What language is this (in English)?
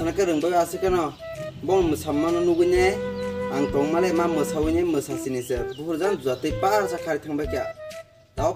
Kok Borok